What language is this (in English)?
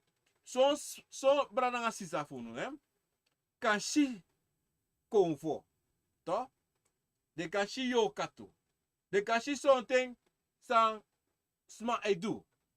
Sranan Tongo